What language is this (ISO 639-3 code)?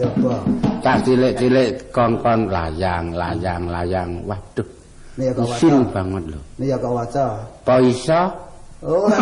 jav